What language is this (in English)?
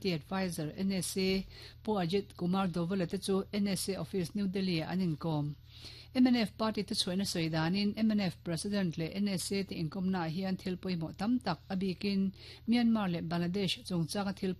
Mizo